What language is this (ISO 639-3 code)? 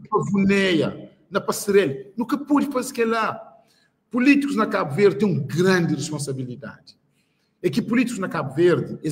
kea